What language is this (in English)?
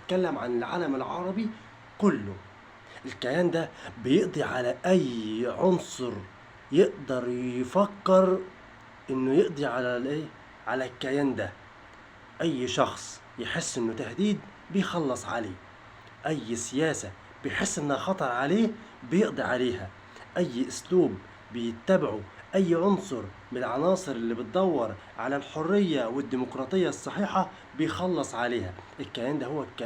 Egyptian Arabic